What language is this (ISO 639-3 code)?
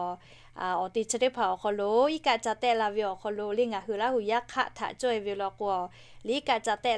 lhu